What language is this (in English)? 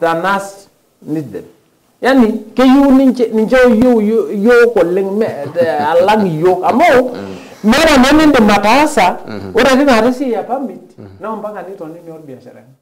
Masai